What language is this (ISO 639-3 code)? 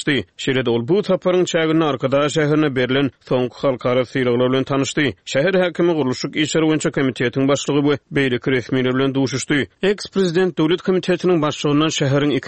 tuk